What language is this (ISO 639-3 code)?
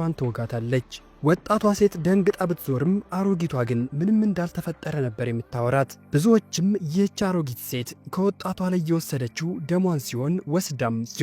amh